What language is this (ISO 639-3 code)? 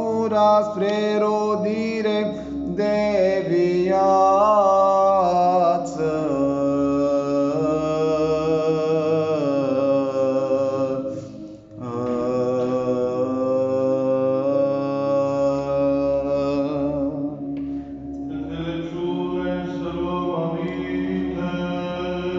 ron